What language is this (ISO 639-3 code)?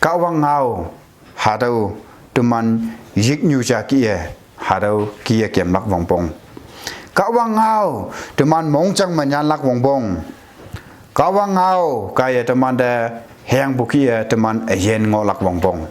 nbe